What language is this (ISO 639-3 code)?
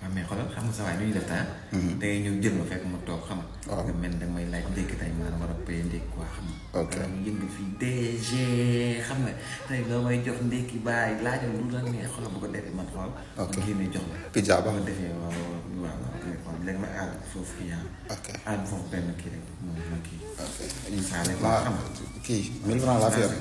wol